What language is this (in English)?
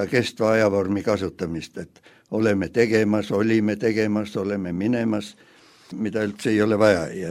Estonian